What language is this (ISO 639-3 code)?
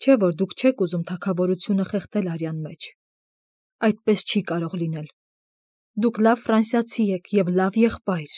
hye